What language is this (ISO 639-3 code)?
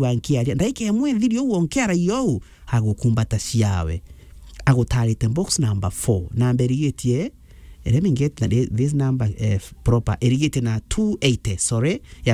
mer